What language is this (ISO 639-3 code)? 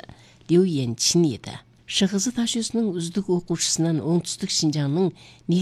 kaz